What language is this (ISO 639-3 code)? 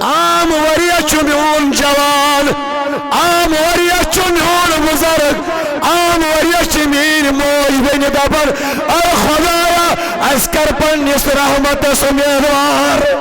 kas